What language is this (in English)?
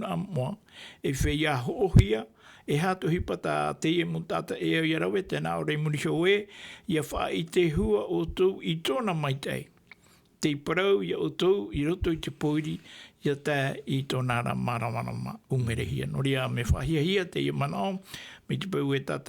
Tahitian